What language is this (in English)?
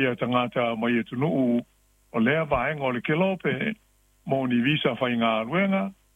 Samoan